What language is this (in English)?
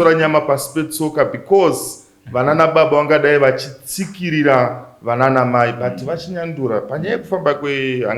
Shona